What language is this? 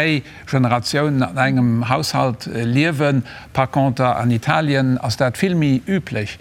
Luxembourgish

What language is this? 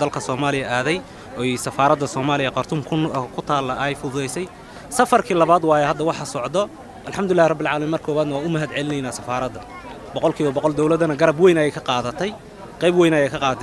Somali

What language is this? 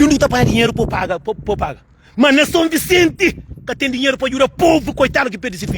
Kabuverdianu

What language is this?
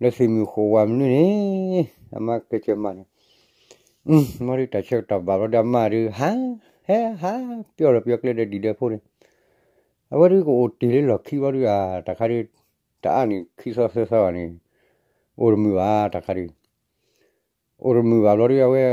S'gaw Karen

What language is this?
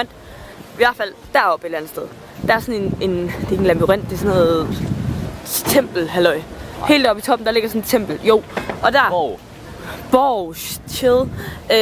Danish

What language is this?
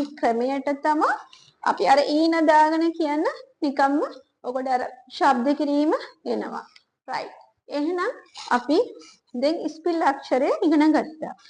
Sinhala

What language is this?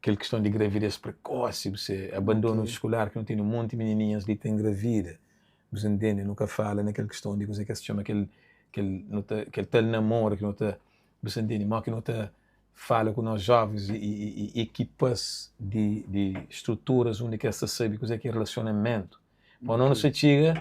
Kabuverdianu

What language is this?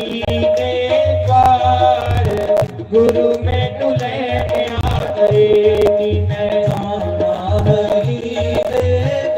Dogri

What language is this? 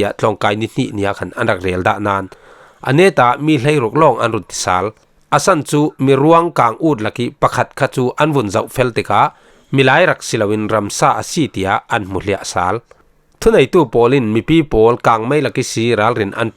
Falam Chin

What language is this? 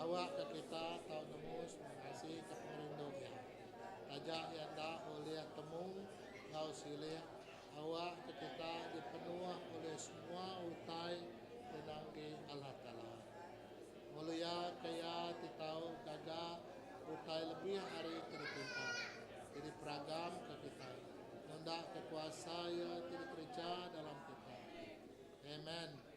Iban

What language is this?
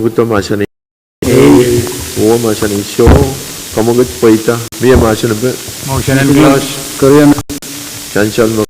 Pohnpeian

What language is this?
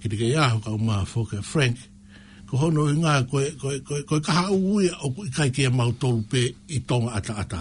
Tongan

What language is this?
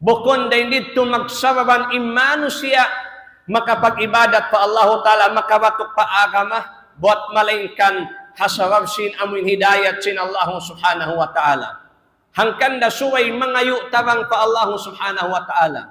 Tausug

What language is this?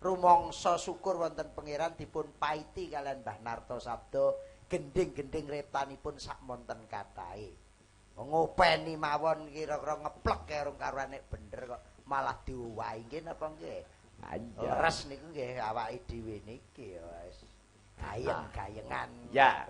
Javanese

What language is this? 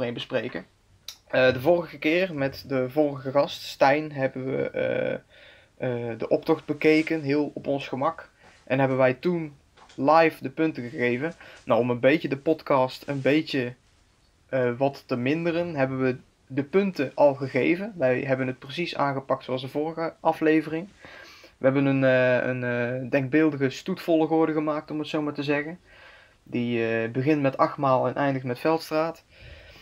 Dutch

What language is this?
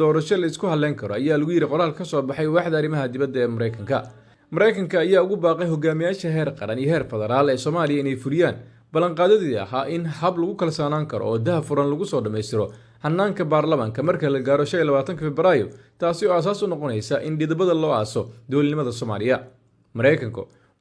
Somali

